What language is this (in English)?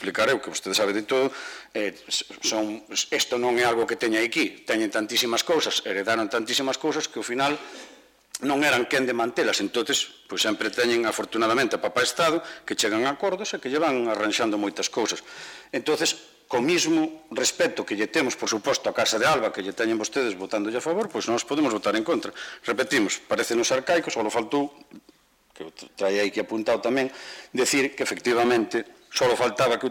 Galician